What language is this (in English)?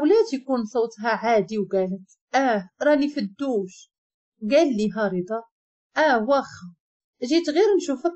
Moroccan Arabic